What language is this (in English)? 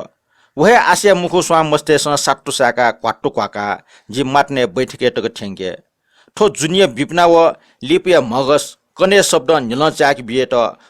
Newari